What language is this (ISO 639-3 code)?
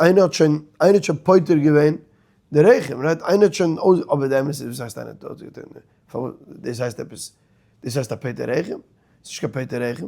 yid